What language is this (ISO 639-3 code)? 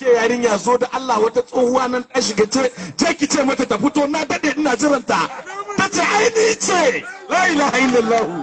hau